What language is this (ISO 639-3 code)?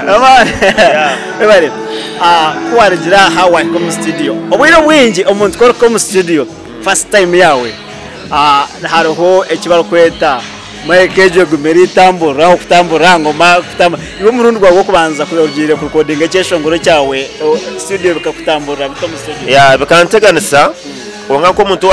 nyn